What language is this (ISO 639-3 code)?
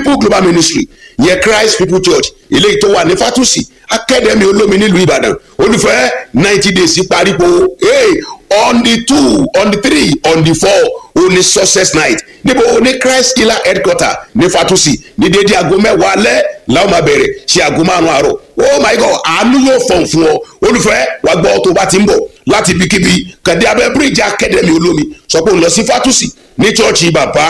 yor